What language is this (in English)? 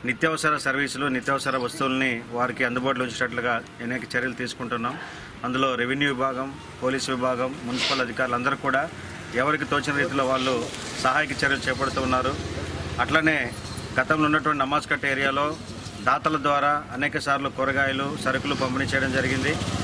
Telugu